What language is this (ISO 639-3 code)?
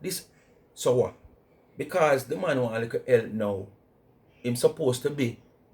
jam